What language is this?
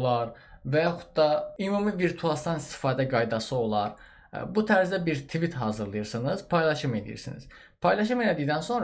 Azerbaijani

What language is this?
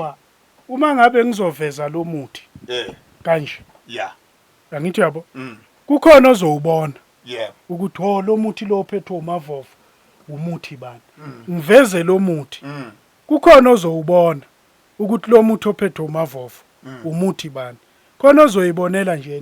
Zulu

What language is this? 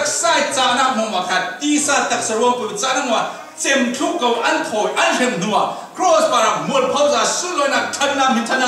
Falam Chin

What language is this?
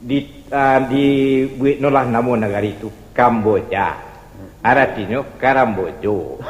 Minangkabau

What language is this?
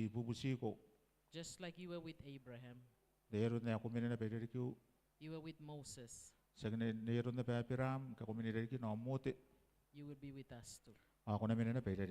Gilbertese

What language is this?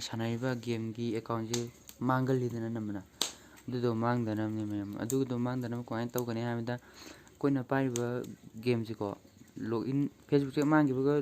Manipuri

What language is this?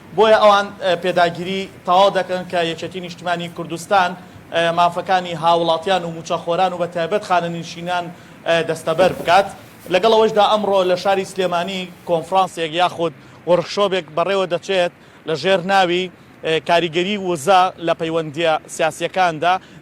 Central Kurdish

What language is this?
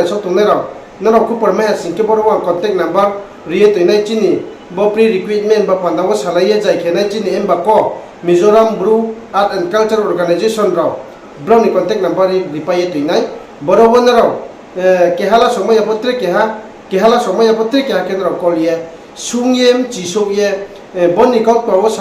Riang (India)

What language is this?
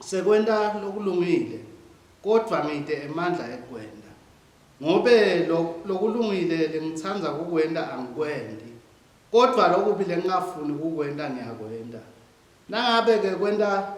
Swati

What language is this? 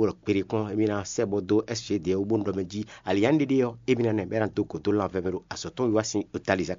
Fon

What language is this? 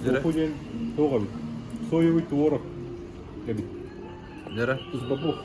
Yakut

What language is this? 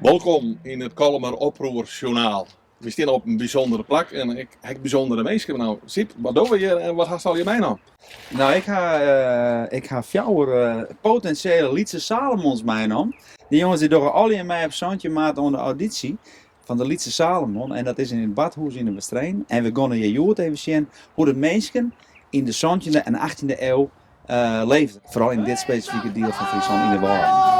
Western Frisian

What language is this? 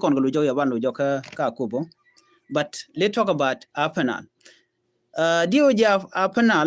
Nuer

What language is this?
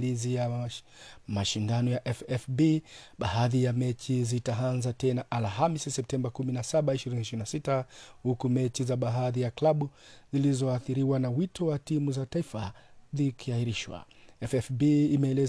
Swahili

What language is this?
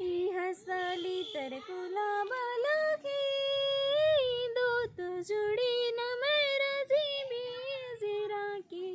Kurukh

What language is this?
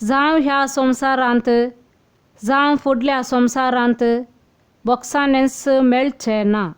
Konkani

